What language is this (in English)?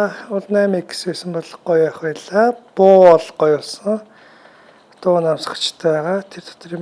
Mongolian